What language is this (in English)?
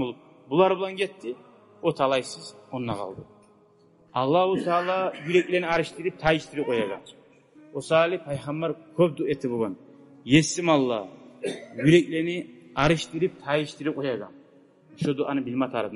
Kumyk